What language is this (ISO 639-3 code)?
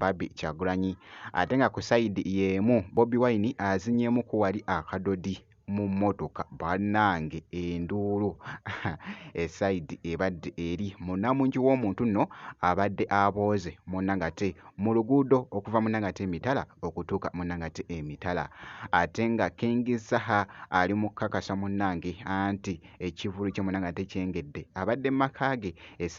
lug